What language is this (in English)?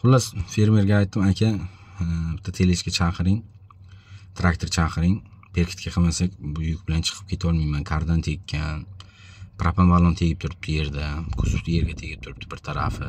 Uzbek